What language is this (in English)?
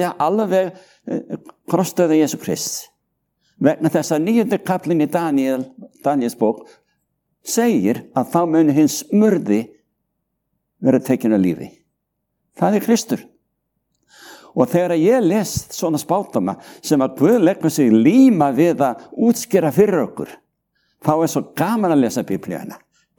Icelandic